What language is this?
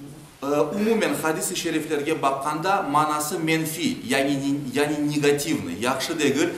Crimean Tatar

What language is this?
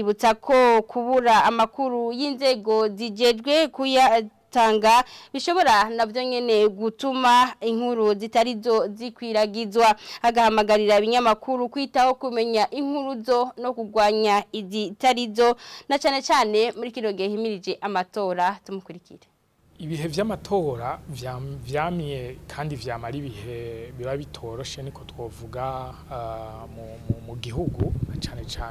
Rundi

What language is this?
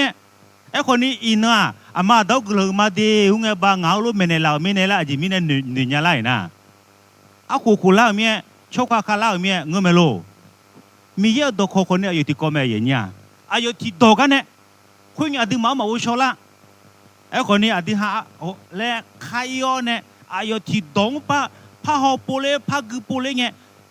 Akha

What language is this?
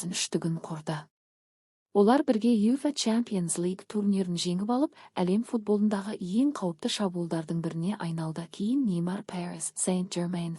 Kazakh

